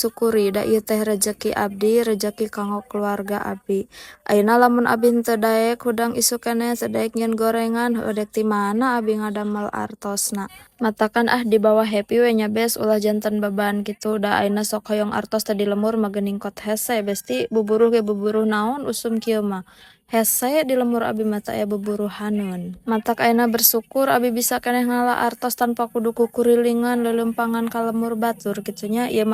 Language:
Sundanese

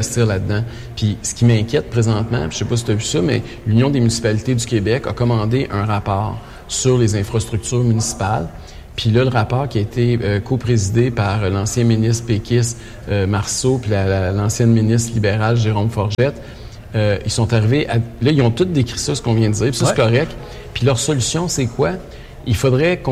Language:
French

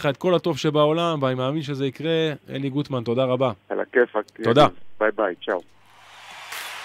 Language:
Hebrew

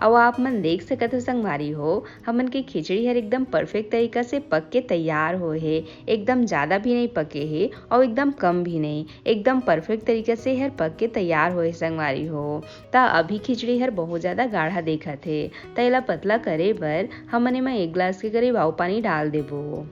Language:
Chhattisgarhi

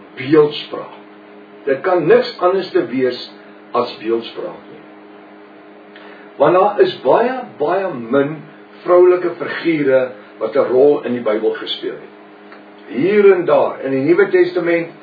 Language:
Afrikaans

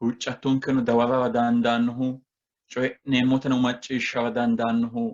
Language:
Sidamo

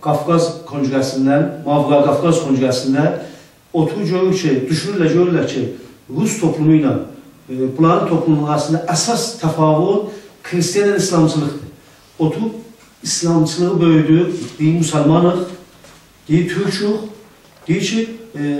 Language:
South Azerbaijani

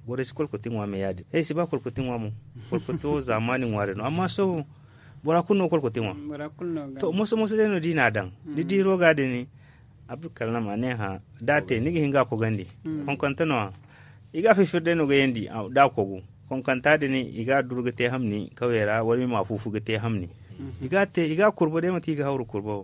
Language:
Zarma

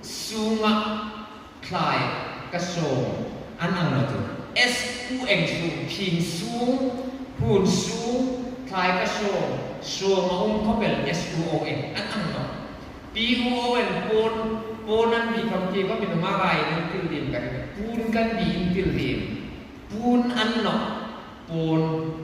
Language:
Hmar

